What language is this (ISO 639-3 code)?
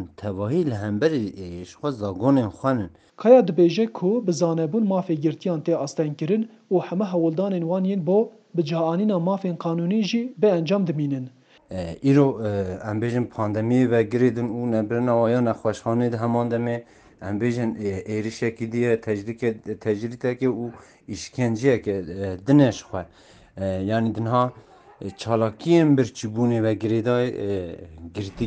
kur